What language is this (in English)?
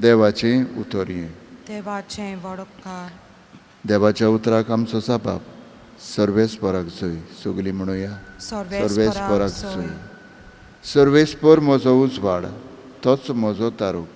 Konkani